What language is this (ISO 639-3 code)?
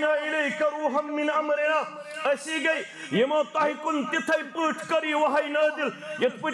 kas